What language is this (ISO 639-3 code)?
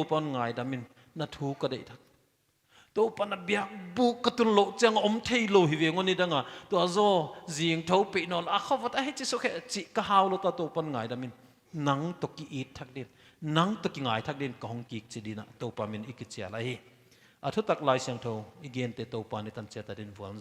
pck